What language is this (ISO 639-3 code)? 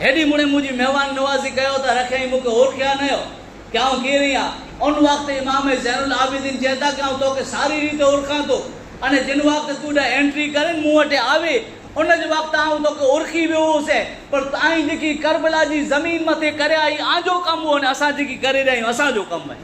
kfr